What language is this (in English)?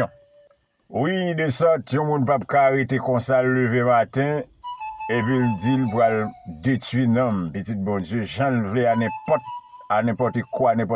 Haitian Creole